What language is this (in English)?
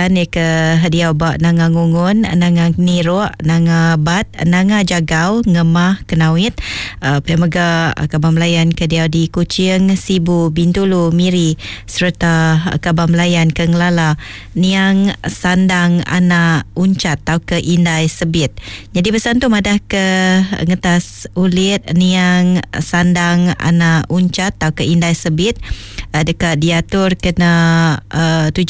Iban